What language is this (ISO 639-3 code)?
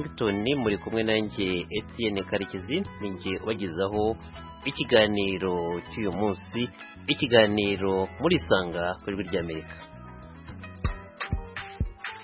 kin